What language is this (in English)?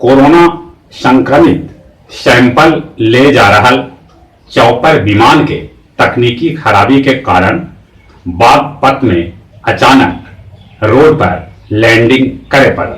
Magahi